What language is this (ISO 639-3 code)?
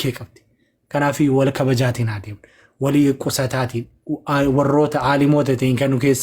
orm